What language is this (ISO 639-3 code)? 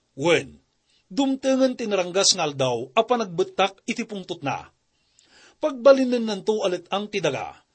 ilo